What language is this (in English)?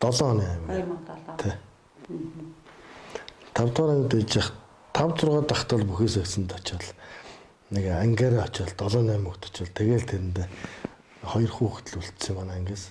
Mongolian